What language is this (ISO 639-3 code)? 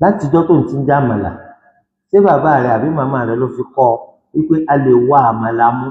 yor